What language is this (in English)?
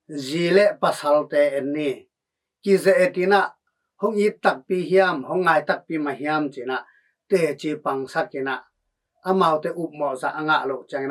Tedim Chin